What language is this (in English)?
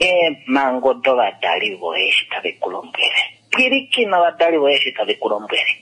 Kuanyama